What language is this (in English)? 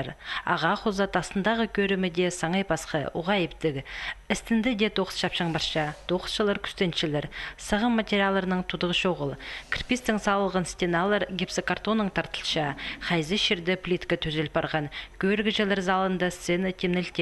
Khakas